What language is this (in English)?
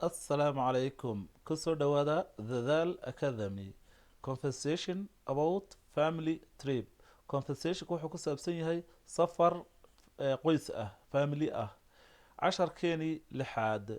Somali